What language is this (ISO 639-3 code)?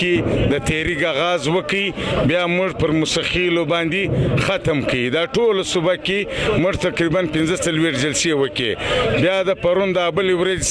pus